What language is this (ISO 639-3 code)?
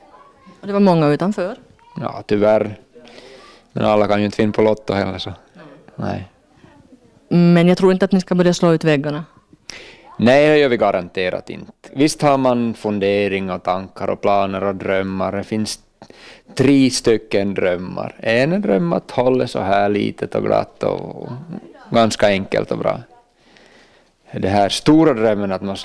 swe